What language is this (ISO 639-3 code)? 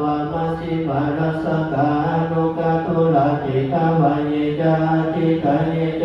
pli